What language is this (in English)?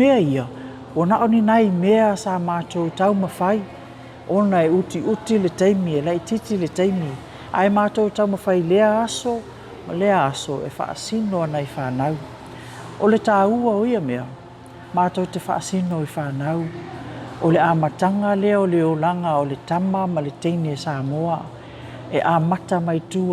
Samoan